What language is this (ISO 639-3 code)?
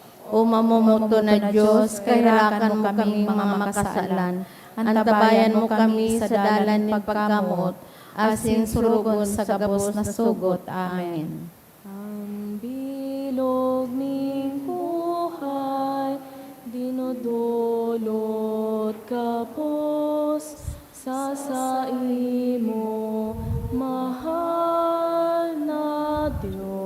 bik